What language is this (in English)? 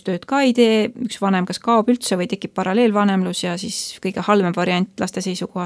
Estonian